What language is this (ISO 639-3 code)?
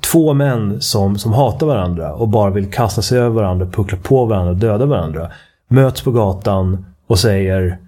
swe